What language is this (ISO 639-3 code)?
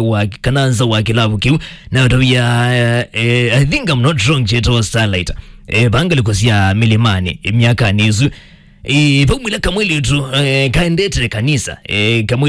kam